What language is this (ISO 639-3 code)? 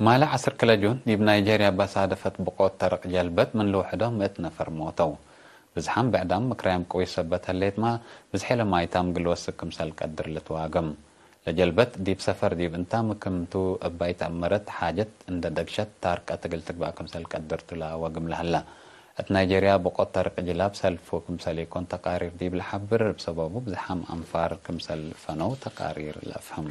tig